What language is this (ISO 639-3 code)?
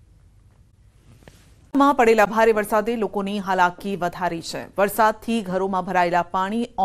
guj